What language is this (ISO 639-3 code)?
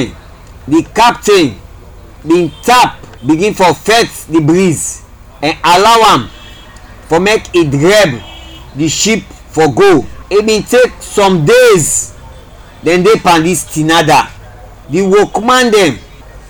kri